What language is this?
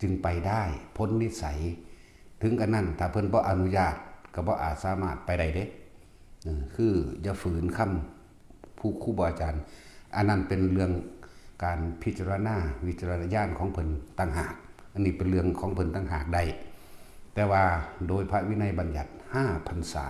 Northeastern Thai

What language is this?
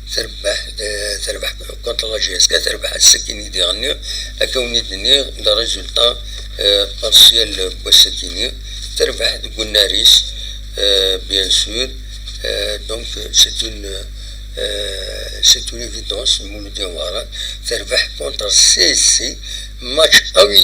Kabyle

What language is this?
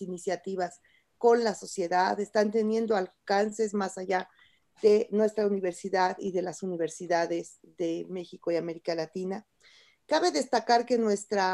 Spanish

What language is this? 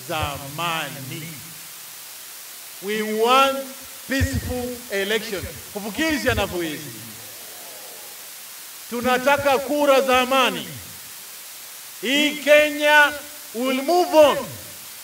Swahili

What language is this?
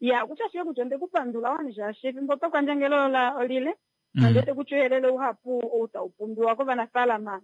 Kuanyama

